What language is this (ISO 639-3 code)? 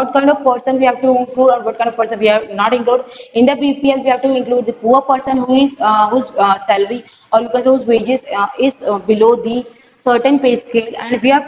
eng